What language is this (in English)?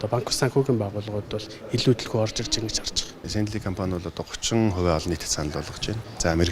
Mongolian